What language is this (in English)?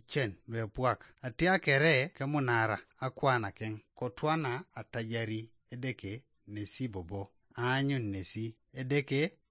Teso